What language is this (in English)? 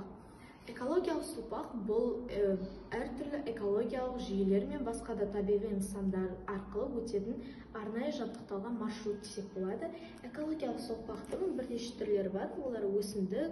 Kazakh